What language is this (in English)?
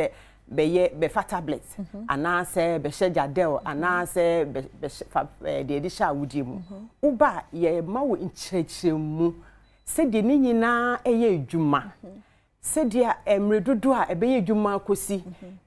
Akan